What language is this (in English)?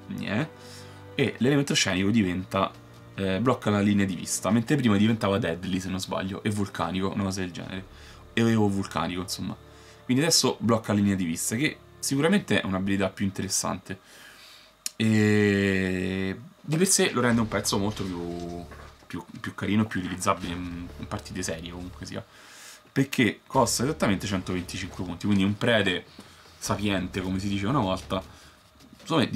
Italian